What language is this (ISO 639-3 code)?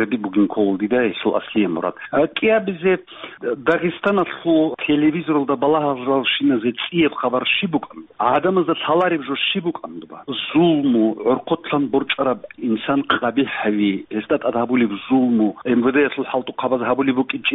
ava